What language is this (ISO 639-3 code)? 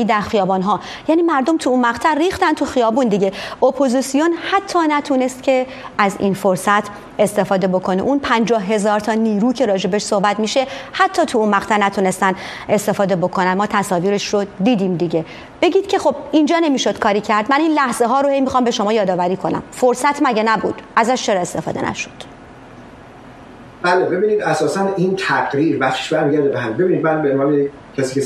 fas